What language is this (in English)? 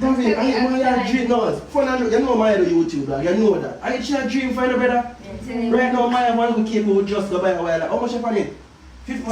Jamaican Creole English